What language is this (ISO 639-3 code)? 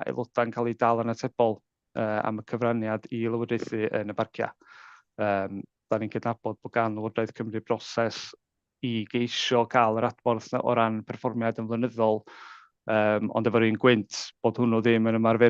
cym